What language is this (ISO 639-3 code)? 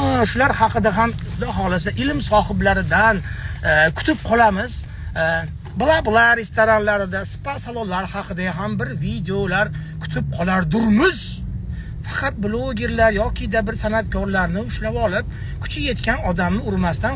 uzb